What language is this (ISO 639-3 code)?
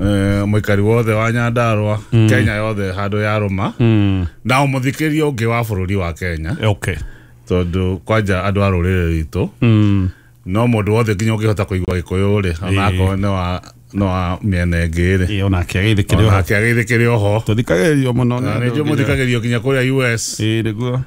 kik